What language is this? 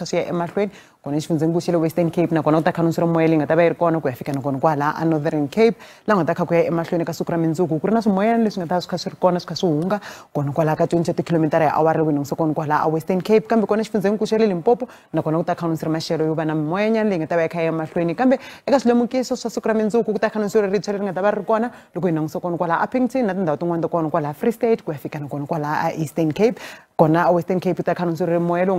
Tsonga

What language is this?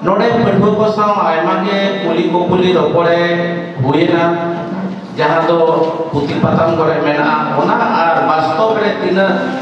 Santali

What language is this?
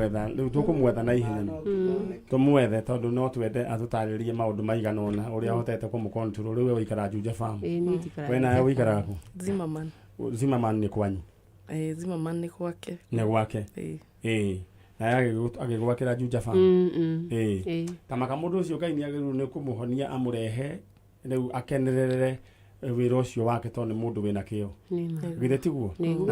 Kikuyu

